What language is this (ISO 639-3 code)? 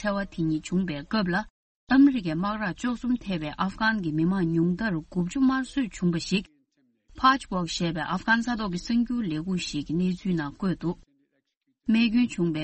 bod